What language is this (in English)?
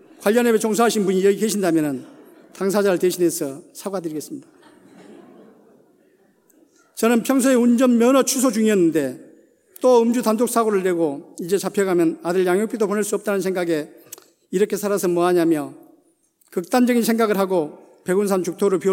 Korean